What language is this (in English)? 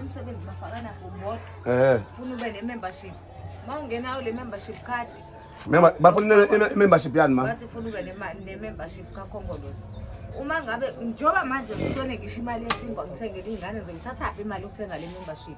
Zulu